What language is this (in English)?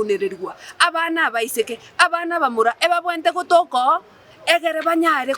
Gusii